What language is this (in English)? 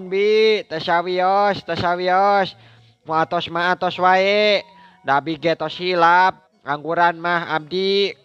Sundanese